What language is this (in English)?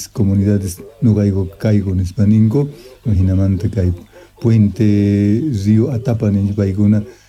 Quechua